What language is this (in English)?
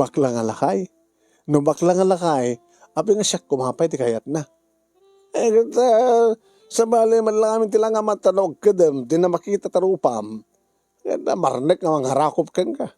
Iloko